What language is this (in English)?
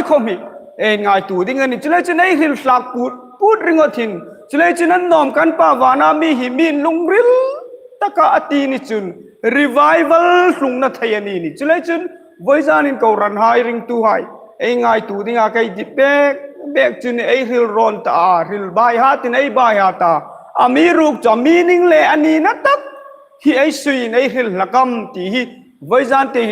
Hmar